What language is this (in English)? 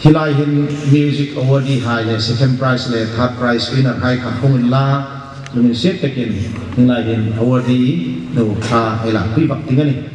Hmar